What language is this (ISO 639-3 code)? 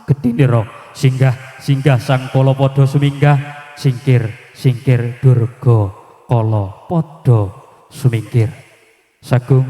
jav